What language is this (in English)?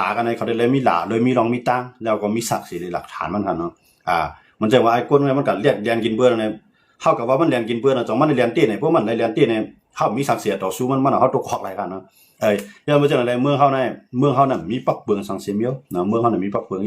Shan